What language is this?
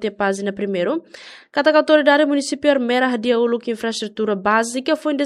Tetum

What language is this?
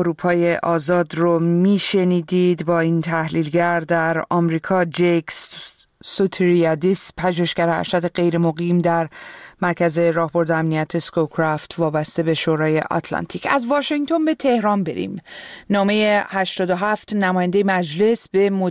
Persian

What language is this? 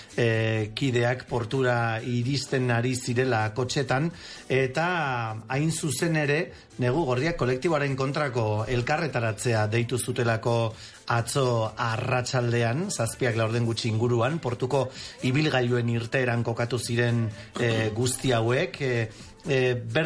Basque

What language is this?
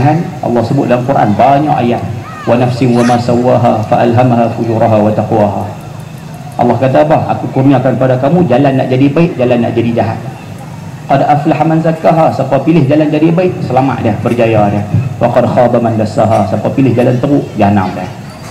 Malay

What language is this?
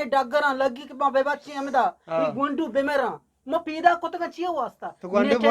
Eastern Balochi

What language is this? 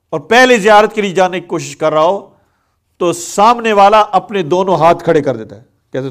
Urdu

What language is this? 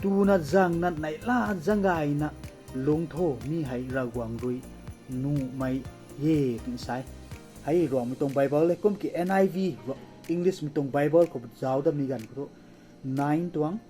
Rongmei Naga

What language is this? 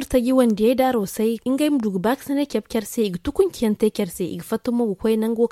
Zarma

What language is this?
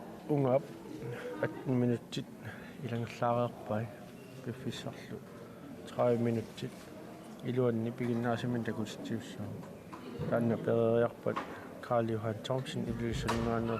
Kalaallisut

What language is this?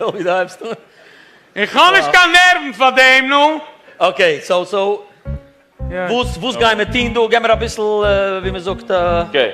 Yiddish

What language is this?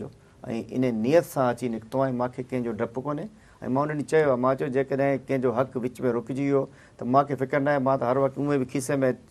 Sindhi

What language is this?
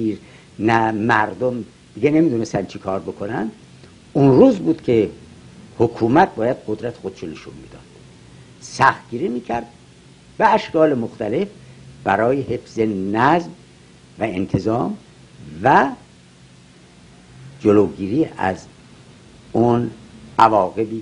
Persian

